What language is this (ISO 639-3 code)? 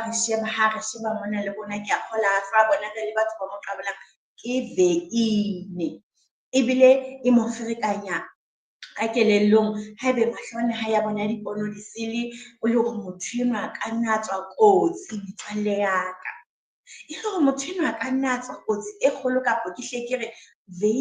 sot